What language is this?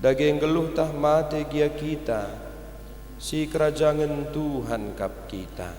Batak Karo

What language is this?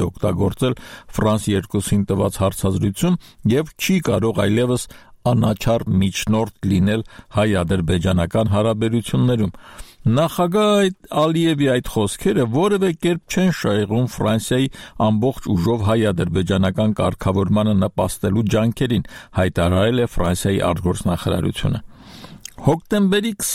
Armenian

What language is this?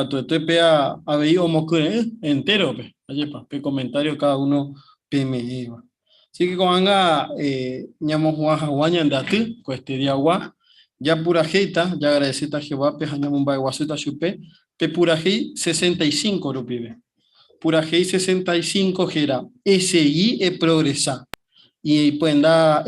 Guarani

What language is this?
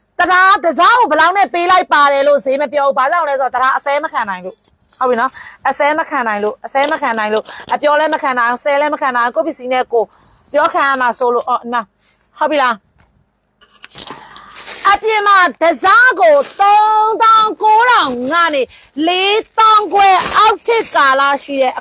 Burmese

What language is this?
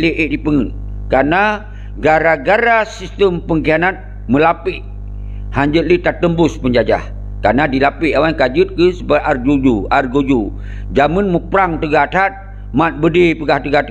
Achinese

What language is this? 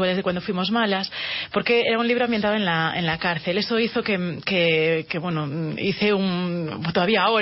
Spanish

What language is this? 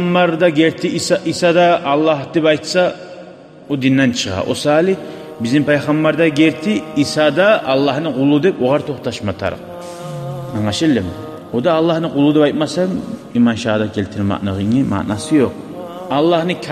Kumyk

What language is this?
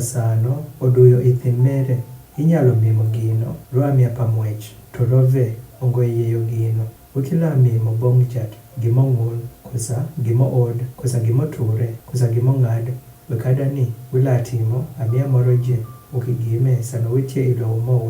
Adhola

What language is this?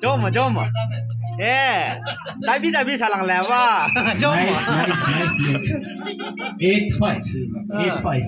Naga Pidgin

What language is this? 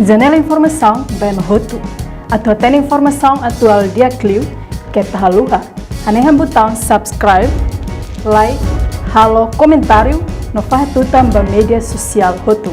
Tetum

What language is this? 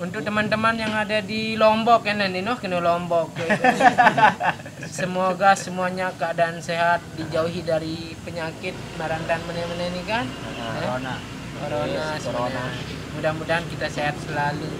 Sasak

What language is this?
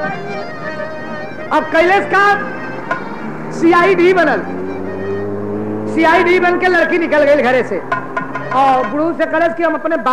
Bhojpuri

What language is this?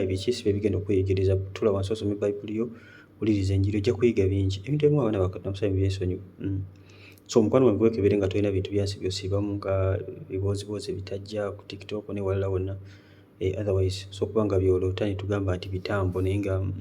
Ganda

